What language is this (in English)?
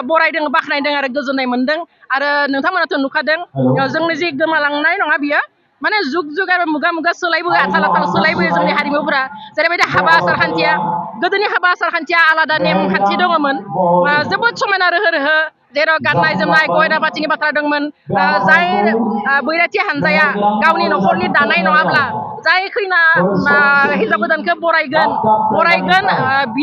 Bodo